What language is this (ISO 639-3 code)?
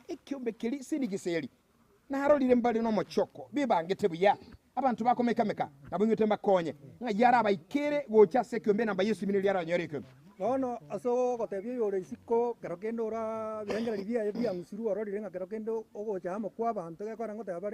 guz